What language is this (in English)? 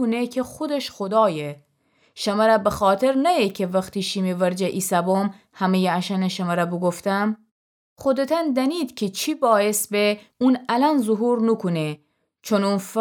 Gilaki